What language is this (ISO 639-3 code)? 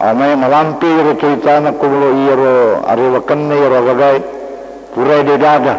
bug